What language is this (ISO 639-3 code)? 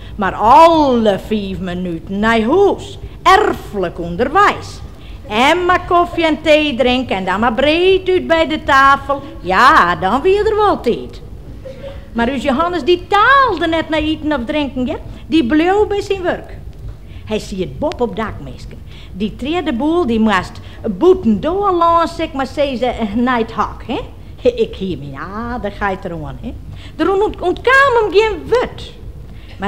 fry